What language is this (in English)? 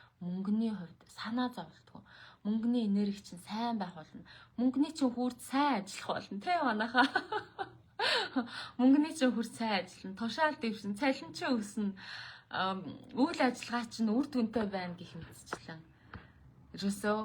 Mongolian